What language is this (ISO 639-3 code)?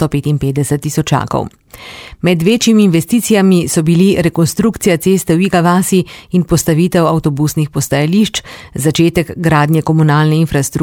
slv